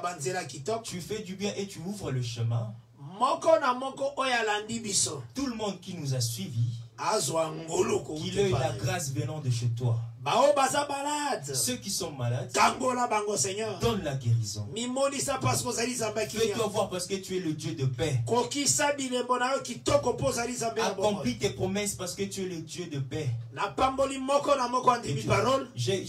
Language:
French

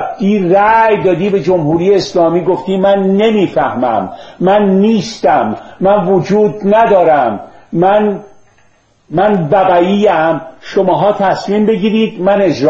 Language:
Persian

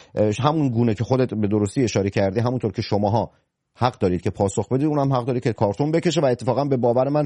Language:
Persian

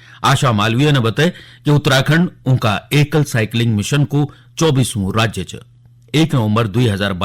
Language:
Garhwali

